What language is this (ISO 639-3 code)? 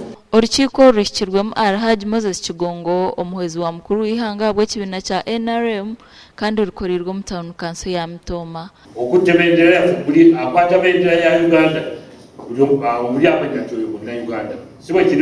nyn